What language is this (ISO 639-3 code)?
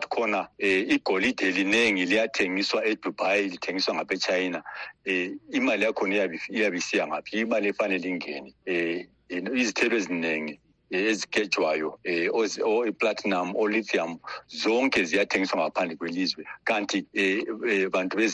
nde